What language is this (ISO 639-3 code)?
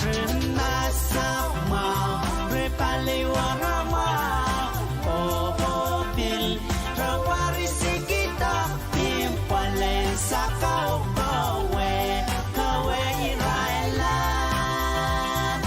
pon